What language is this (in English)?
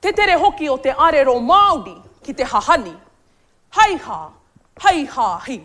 Māori